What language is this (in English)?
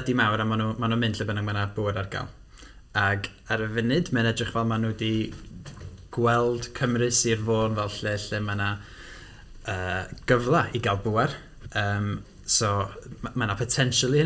Welsh